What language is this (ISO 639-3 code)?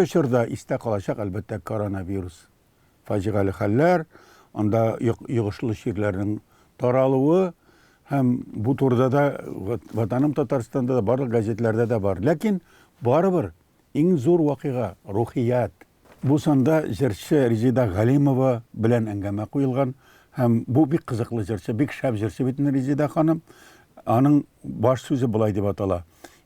tat